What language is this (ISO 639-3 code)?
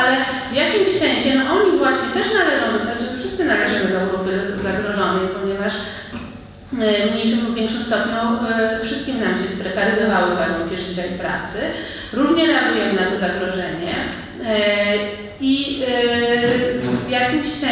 pol